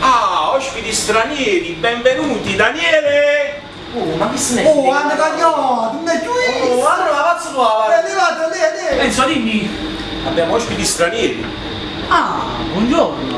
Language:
Neapolitan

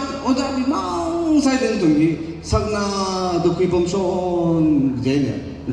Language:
Tangkhul Naga (India)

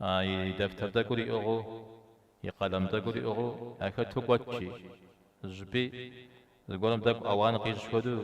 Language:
Kabardian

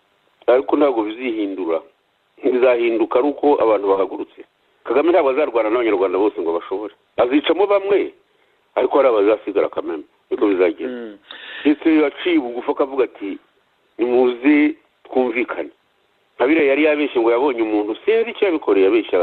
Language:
Kinyarwanda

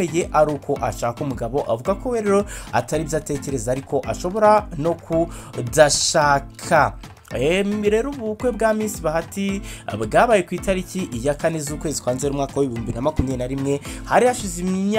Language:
Kinyarwanda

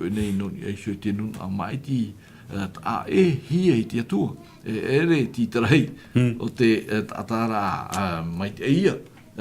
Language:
Tahitian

